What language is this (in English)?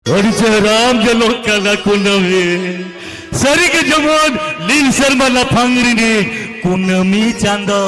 Santali